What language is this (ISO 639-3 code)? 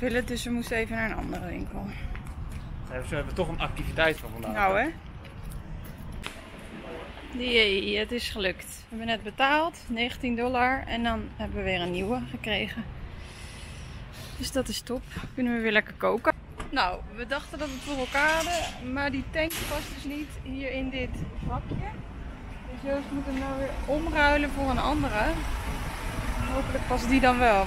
nld